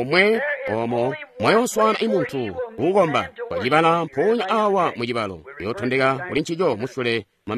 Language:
Tonga (Zambia)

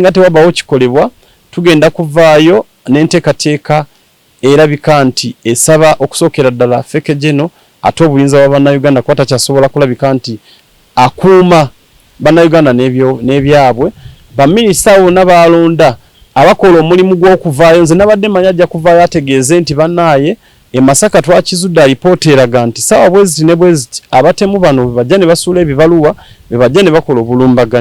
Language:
Ganda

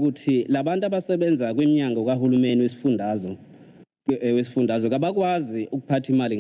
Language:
Zulu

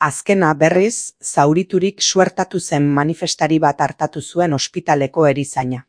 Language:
Basque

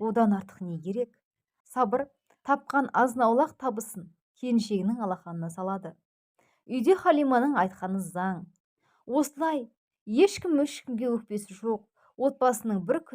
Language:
Kazakh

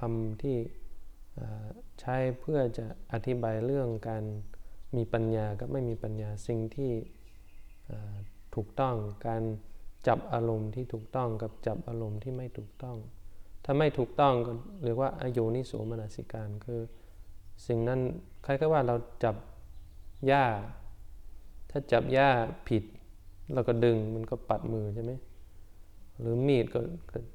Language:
Thai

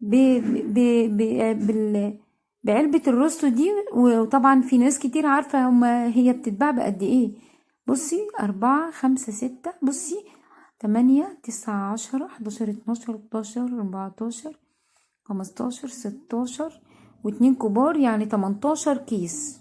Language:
Egyptian Arabic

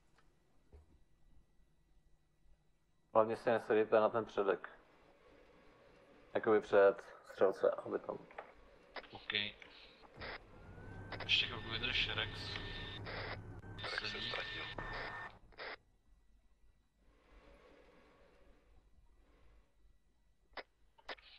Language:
Czech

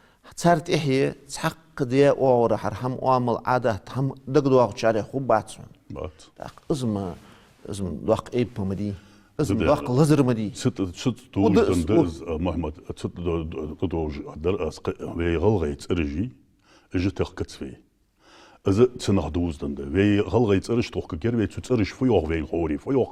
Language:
Ingush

